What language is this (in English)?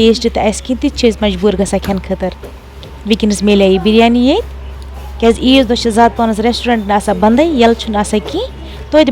Kashmiri